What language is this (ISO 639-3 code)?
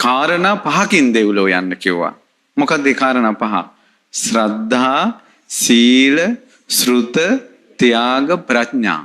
sin